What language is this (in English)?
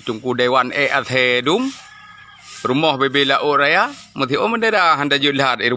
Achinese